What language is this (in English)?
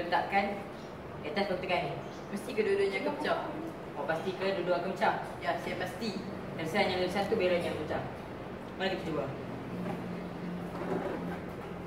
Malay